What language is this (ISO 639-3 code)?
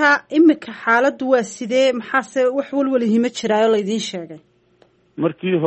som